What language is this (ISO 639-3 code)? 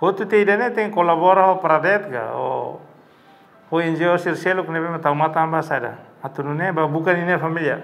tet